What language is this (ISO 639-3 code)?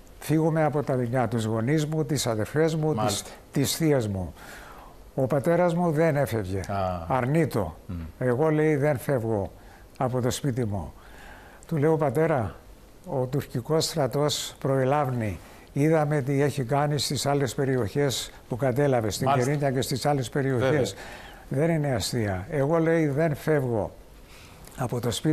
ell